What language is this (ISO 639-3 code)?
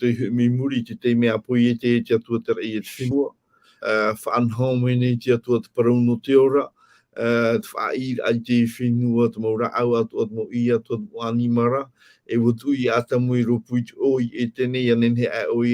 tah